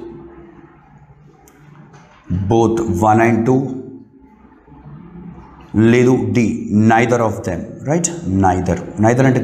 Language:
Telugu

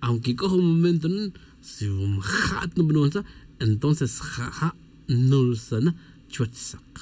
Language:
Tz'utujil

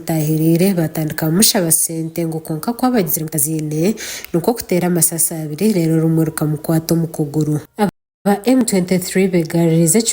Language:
Nyankole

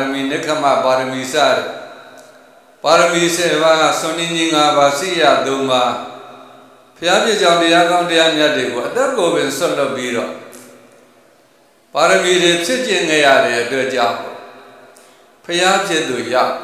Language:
Burmese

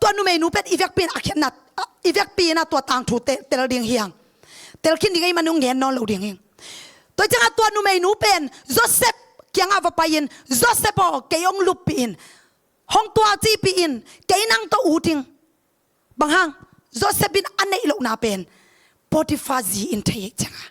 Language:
Tedim Chin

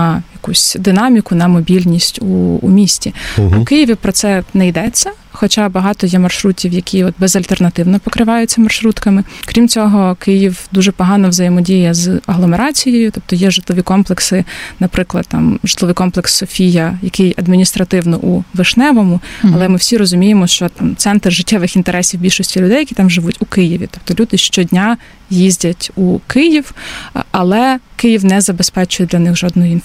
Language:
Ukrainian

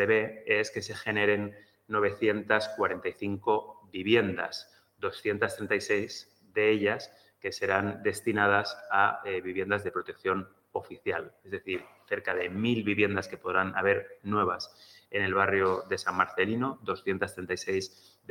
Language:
Spanish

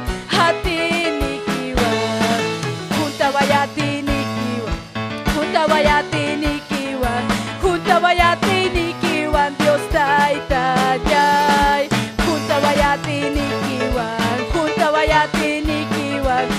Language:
Ayacucho Quechua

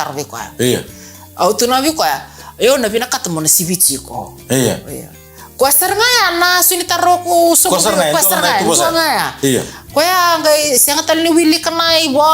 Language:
Fijian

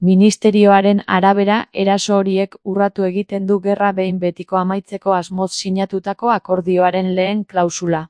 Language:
Basque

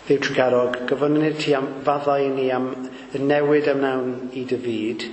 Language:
Welsh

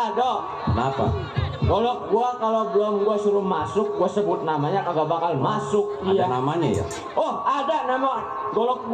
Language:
Betawi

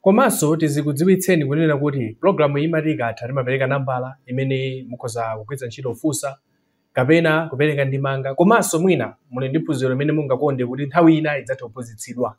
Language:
Nyanja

